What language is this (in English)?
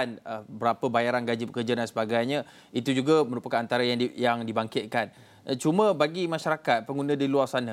Malay